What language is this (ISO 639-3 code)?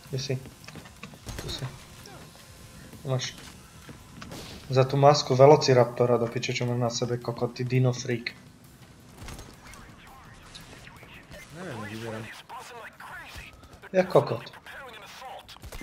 slk